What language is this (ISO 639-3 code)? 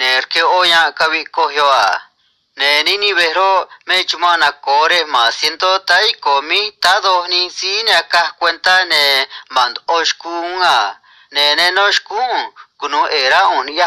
trc